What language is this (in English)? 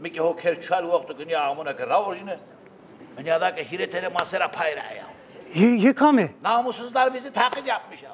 Zaza